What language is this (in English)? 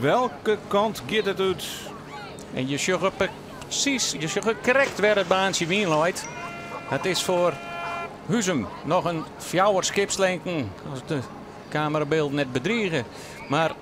Western Frisian